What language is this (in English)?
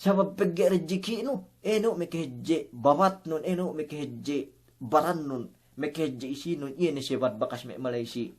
Yakan